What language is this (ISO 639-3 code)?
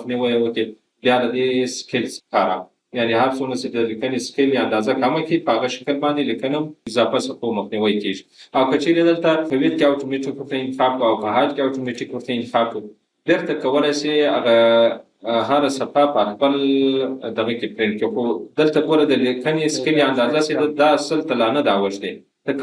pus